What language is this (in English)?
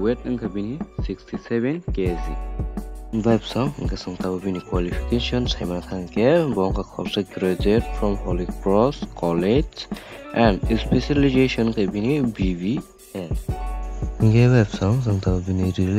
Kok Borok